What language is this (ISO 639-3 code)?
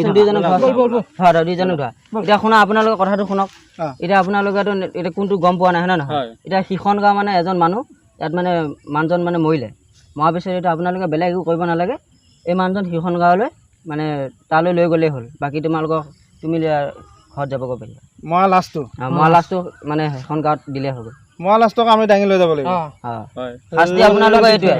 asm